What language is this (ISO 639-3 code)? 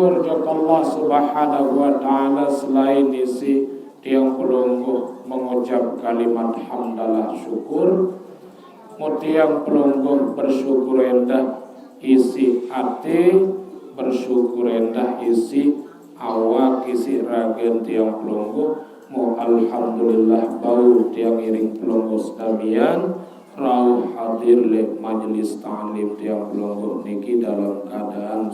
sas